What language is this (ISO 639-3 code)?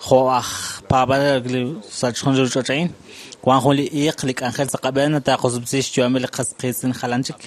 kek